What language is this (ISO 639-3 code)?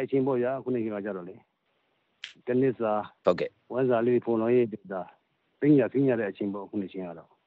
mya